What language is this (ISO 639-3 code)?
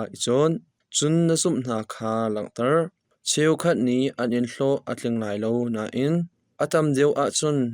cnh